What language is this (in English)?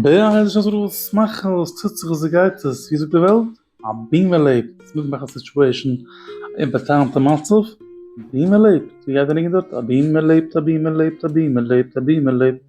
Yiddish